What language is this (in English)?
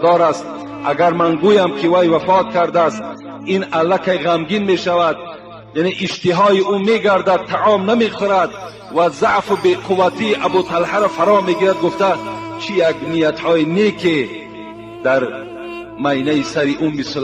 Tajik